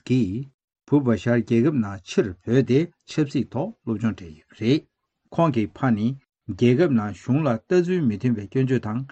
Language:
Tibetan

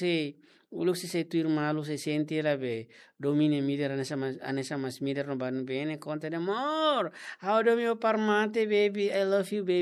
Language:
Tetum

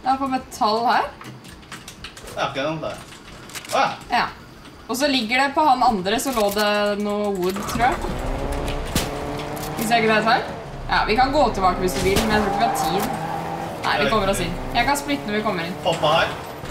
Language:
Norwegian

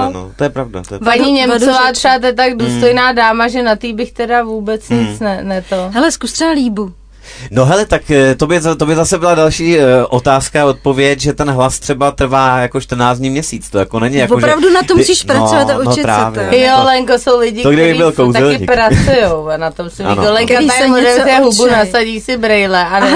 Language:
Czech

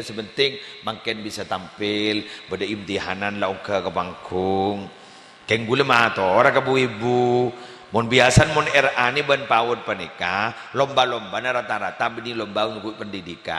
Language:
Madurese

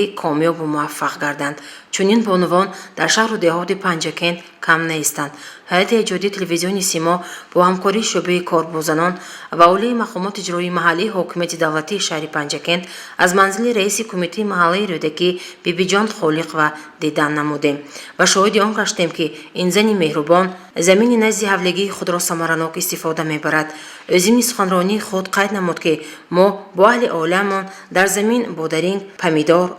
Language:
Tajik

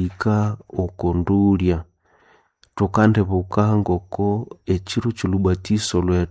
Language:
Nande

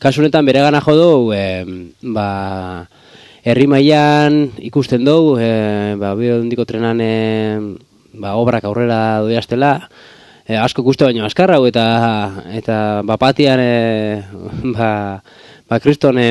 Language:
Basque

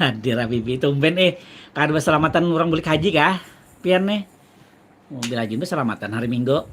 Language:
Banjar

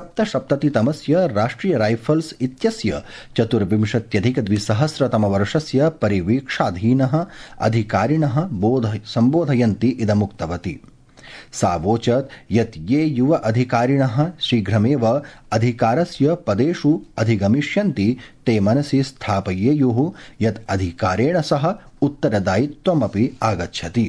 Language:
Sanskrit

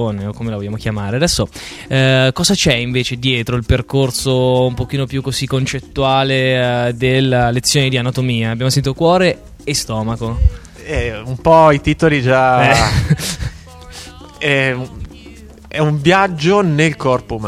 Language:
Italian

